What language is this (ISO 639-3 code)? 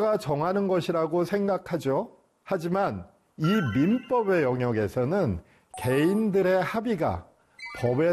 kor